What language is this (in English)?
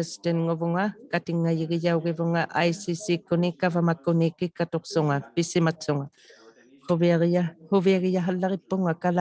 Inuktitut